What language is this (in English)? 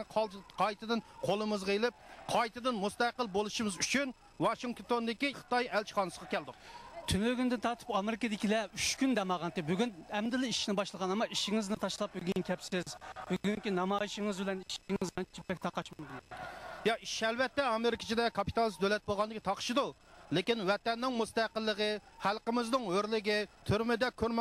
Uyghur